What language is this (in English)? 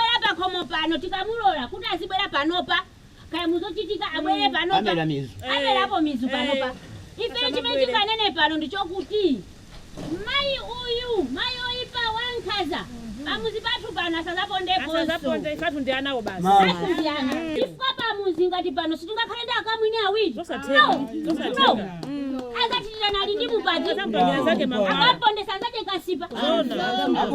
Nyanja